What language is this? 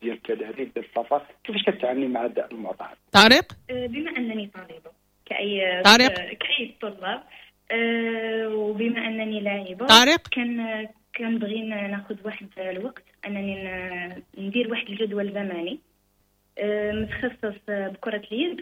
Moroccan Arabic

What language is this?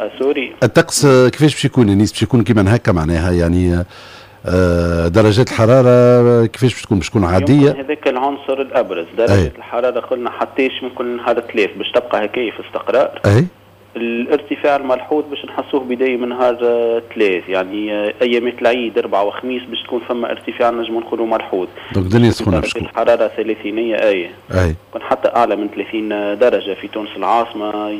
Tunisian Arabic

